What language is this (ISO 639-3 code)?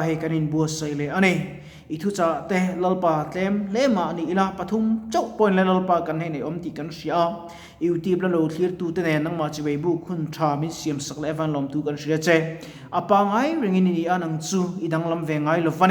lus